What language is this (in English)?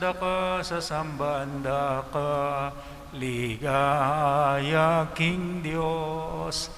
Pampanga